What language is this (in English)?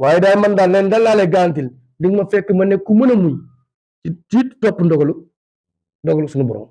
Wolof